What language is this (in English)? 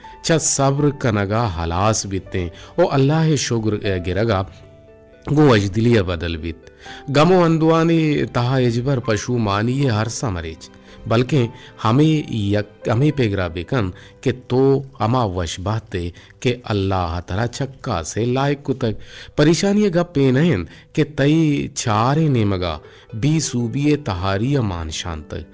Eastern Balochi